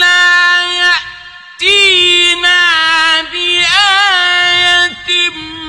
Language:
Arabic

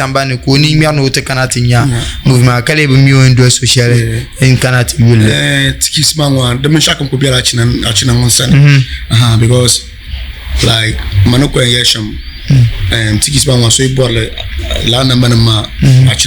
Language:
Dagbani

